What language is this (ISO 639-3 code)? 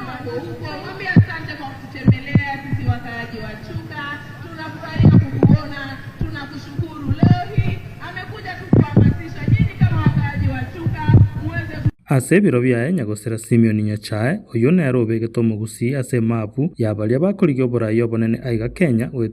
guz